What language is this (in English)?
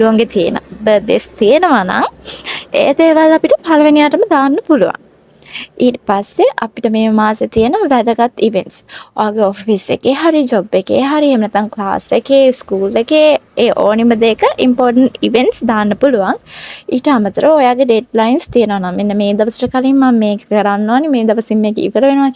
Sinhala